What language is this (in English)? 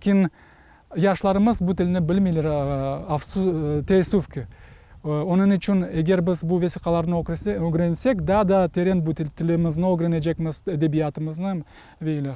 Crimean Tatar